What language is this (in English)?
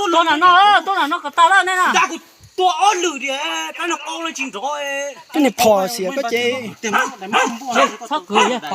Hmong